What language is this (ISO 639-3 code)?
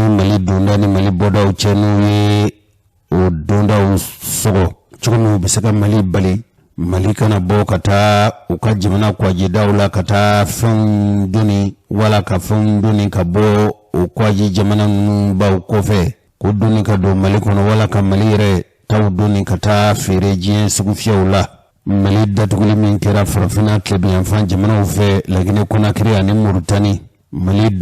bam